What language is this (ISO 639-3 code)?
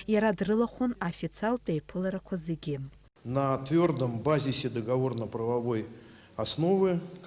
abk